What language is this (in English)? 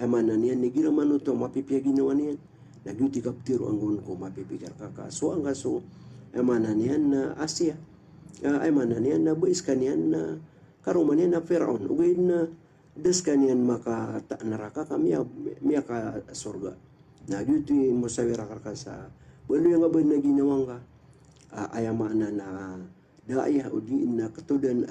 Maranao